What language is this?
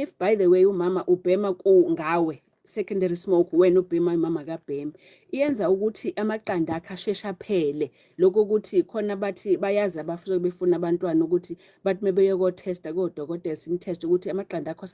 Zulu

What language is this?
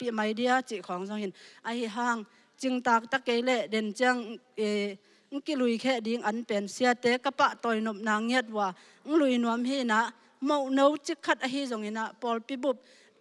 Tedim Chin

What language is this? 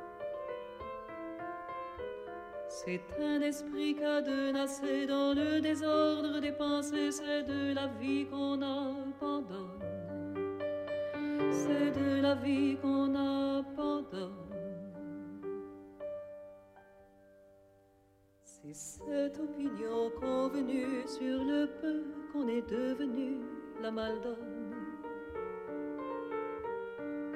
French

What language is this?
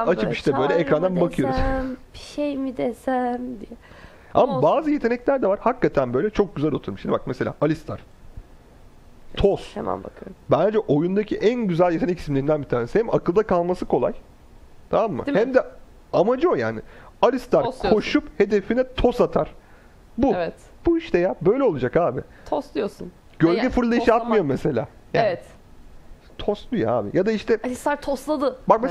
Turkish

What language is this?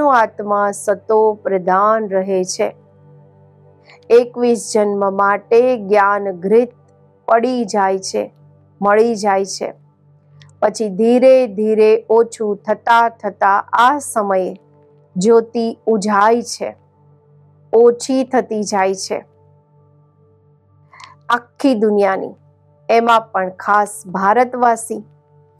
Gujarati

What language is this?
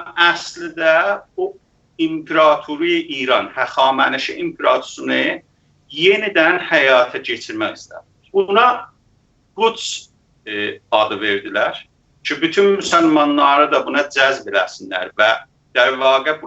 South Azerbaijani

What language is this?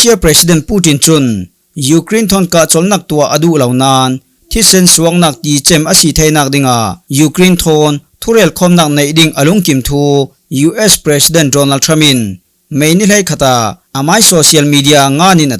Falam Chin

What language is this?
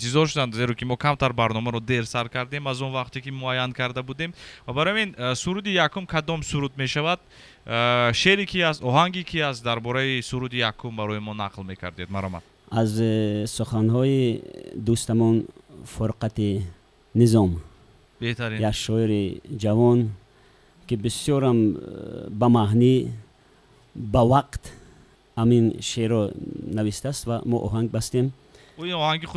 Tajik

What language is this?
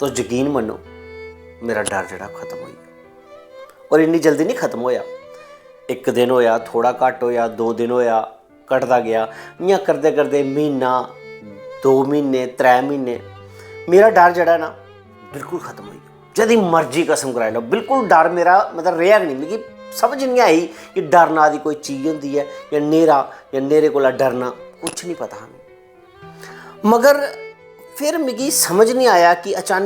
Dogri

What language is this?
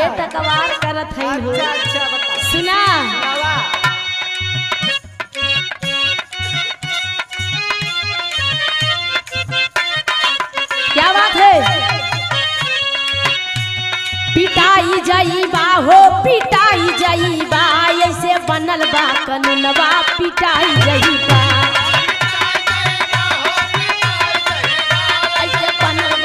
Bhojpuri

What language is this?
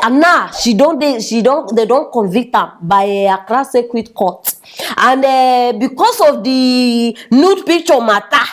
Nigerian Pidgin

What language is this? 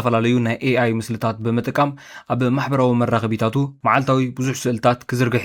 Tigrinya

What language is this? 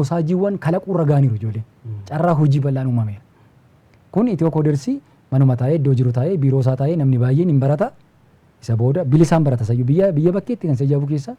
Oromo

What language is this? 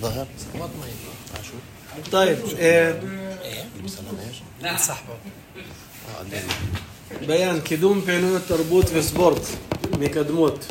North Levantine Arabic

